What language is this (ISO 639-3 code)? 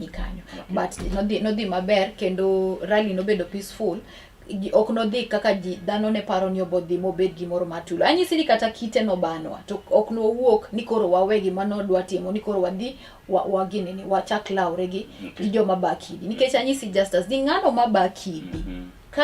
luo